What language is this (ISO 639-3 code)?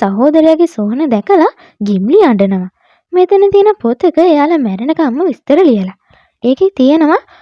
sin